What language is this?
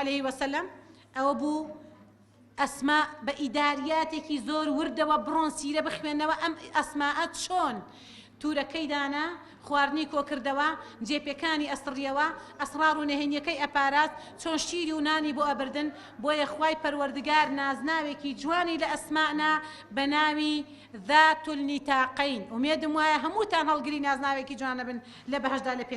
Central Kurdish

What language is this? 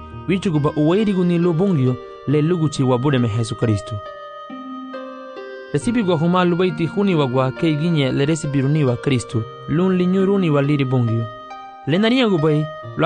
Garifuna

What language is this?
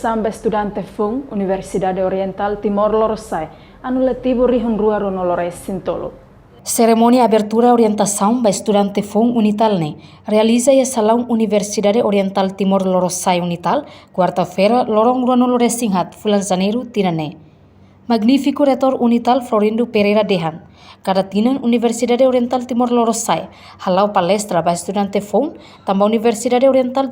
Tetum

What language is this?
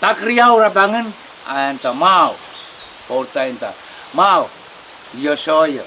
Pohnpeian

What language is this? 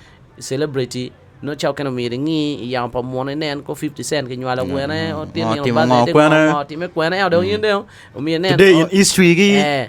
Acoli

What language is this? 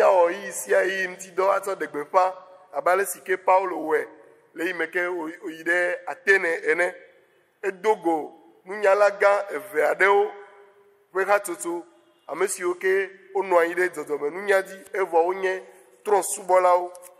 Ewe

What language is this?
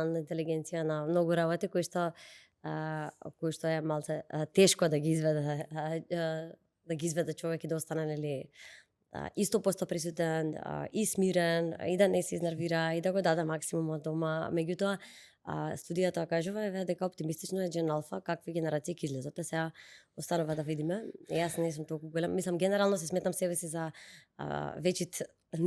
Macedonian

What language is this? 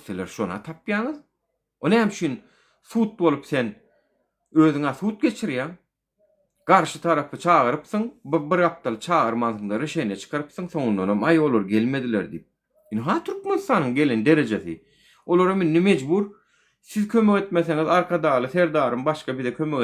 Turkmen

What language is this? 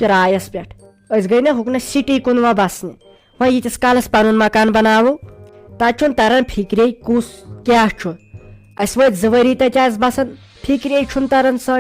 Kashmiri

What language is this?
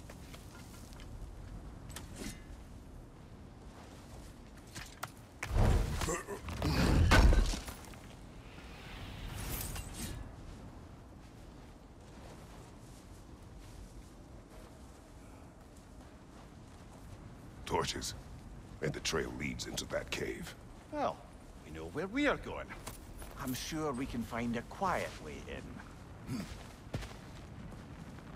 English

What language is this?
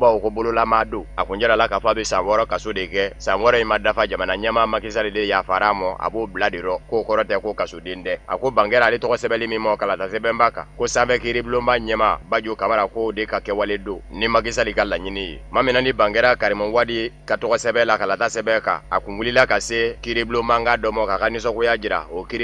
Bambara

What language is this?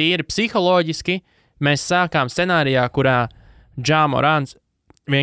Latvian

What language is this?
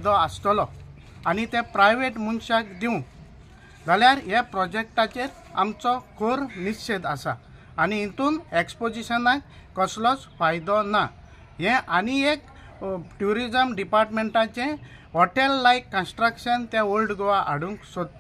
Konkani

